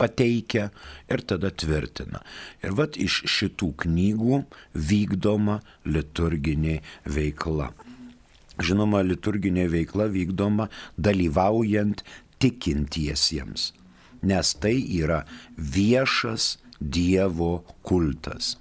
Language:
Lithuanian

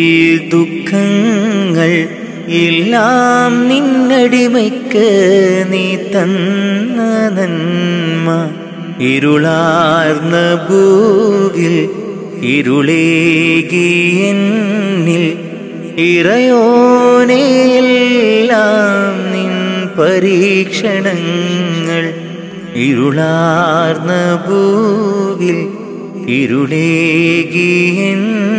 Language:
Malayalam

